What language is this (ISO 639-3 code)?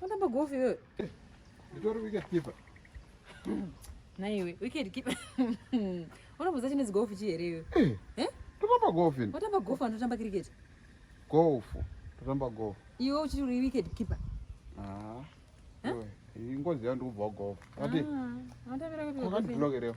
sna